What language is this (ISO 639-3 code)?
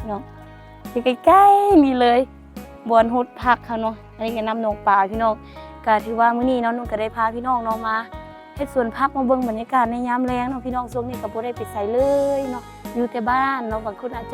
lao